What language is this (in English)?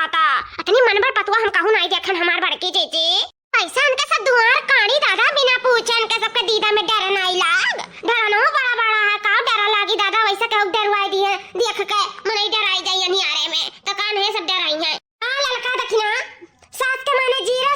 Awadhi